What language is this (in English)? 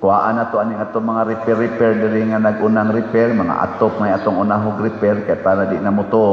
Cebuano